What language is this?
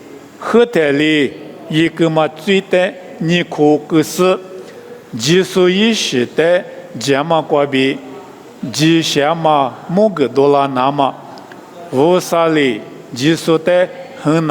Lisu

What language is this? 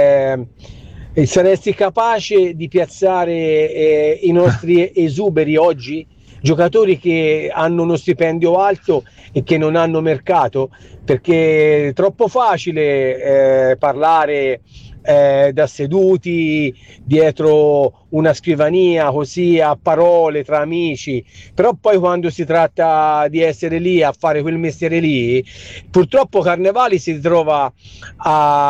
Italian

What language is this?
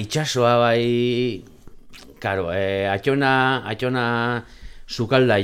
Basque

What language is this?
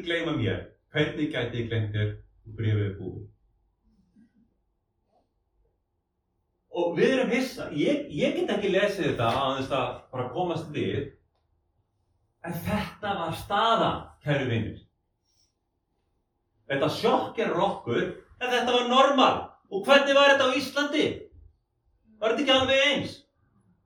Icelandic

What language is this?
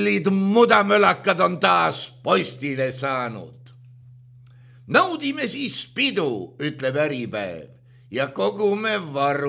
Estonian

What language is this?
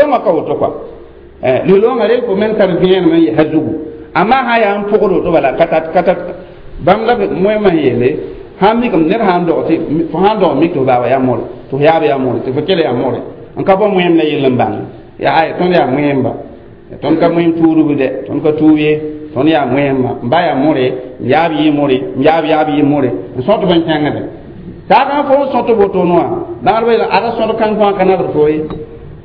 Mossi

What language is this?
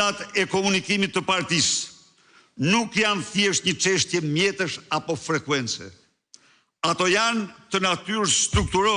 Albanian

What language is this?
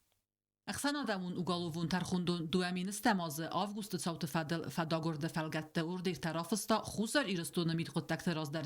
Ossetic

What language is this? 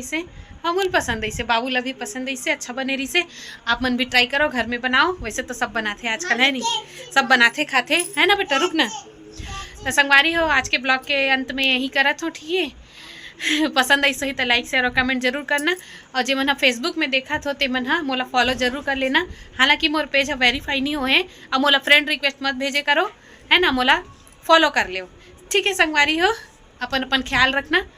Chhattisgarhi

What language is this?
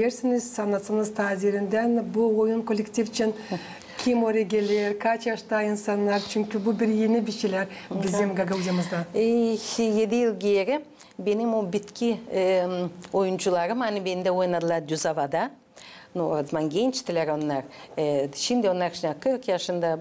Gagauz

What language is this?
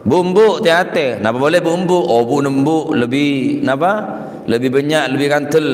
Madurese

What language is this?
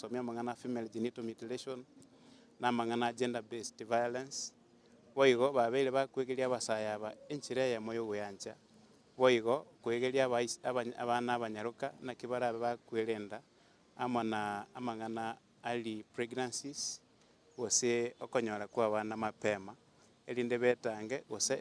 Gusii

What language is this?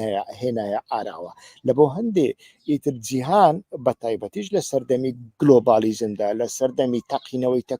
Central Kurdish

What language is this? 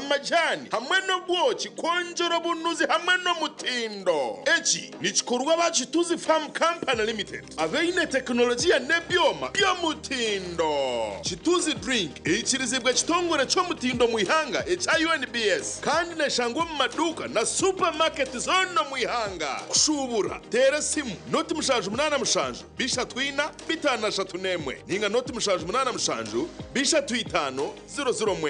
Nyankole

